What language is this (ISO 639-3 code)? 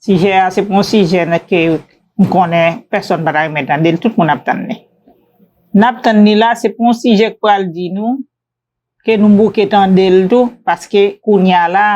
hat